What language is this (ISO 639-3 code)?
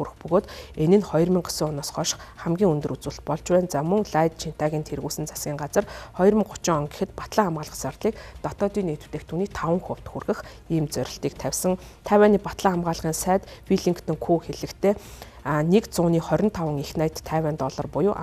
mon